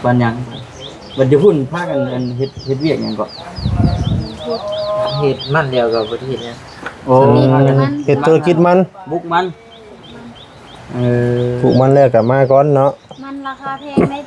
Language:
Lao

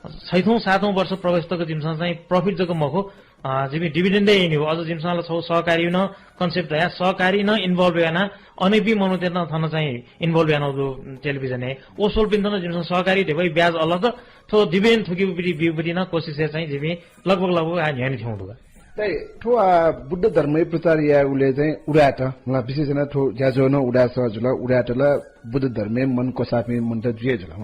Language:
Newari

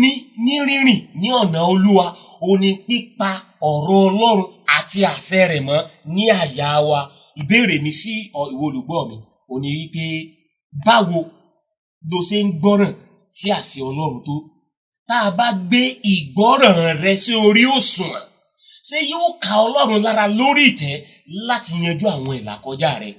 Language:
Yoruba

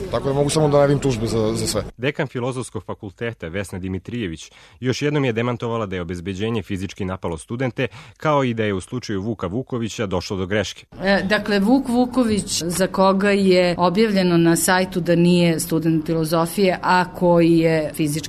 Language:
Serbian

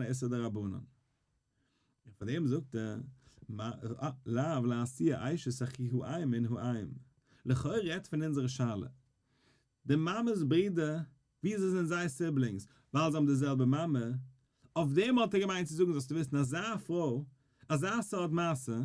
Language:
Yiddish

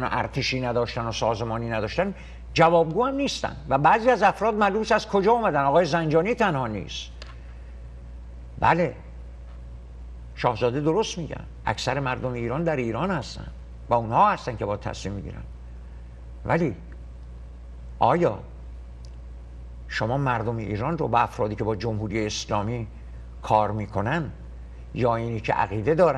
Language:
Persian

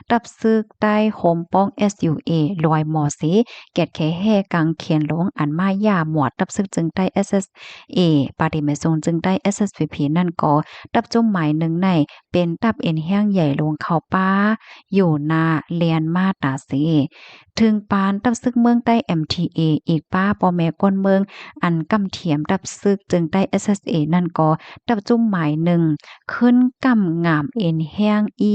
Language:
Shan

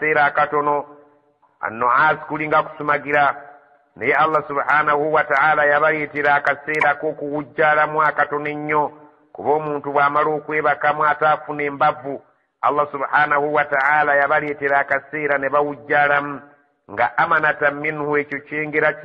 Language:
Ganda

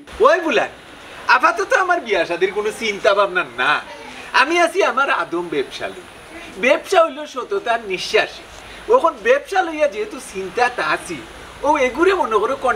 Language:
Sylheti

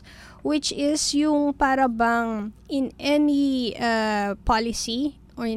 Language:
Filipino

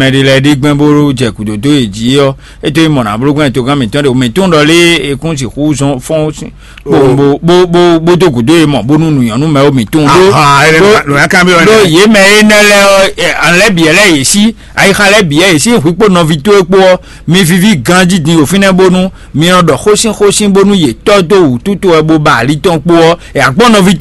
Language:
Fon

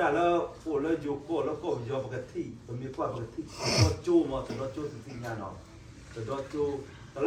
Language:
S'gaw Karen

